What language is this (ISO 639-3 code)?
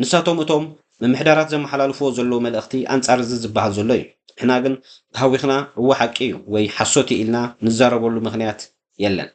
tir